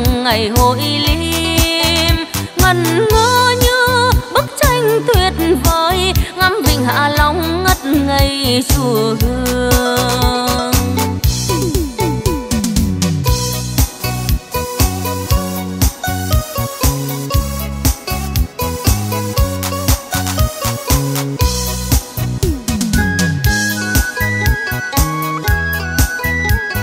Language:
Vietnamese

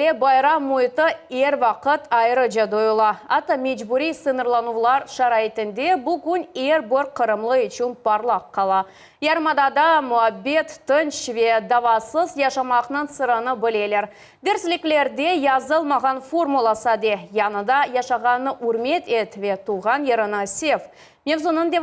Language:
Crimean Tatar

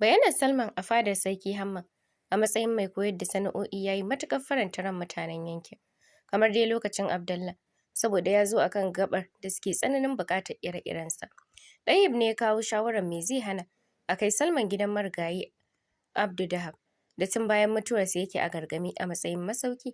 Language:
Hausa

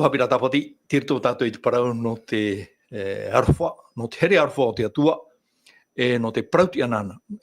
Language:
Tahitian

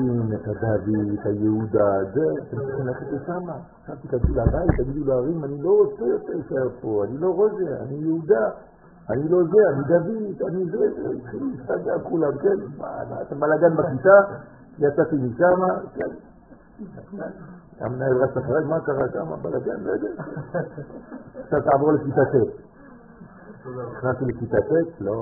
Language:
Hebrew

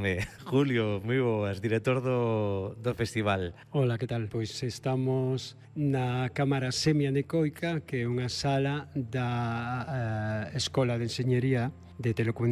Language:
Galician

